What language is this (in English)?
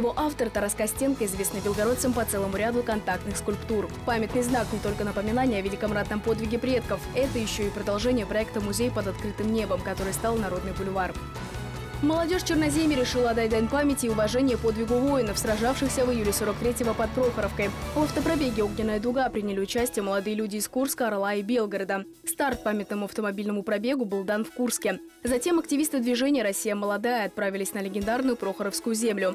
Russian